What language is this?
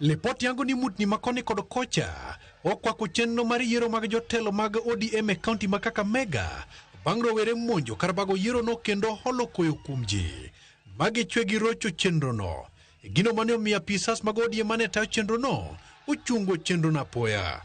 Luo (Kenya and Tanzania)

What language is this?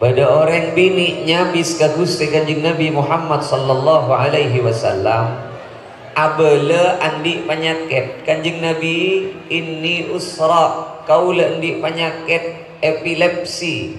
Madurese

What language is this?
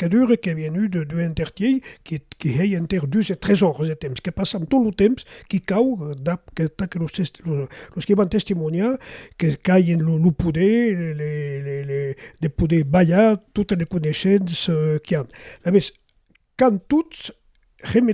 Occitan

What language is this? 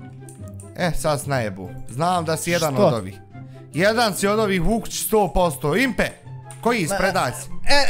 Bosnian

